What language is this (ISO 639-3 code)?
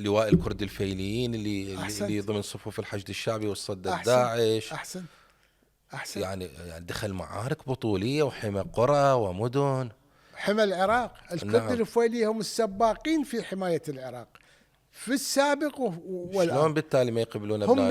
acm